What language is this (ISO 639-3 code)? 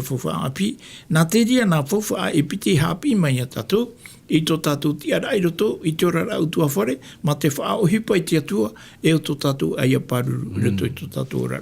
tah